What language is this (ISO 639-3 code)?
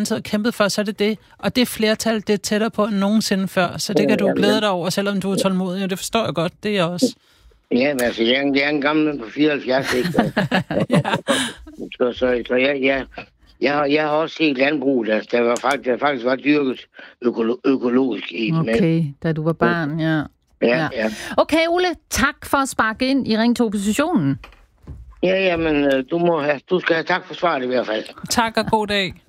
dan